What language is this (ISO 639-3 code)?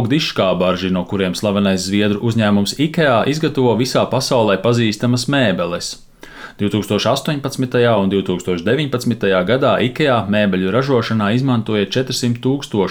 lav